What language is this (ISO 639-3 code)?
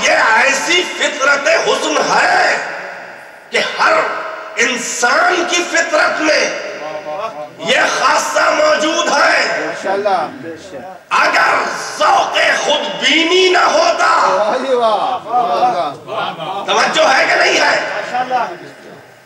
urd